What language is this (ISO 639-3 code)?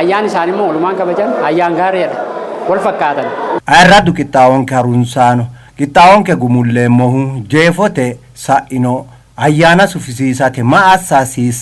sid